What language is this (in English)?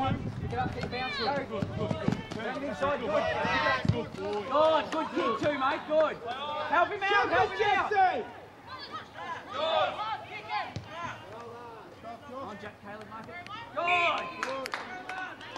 English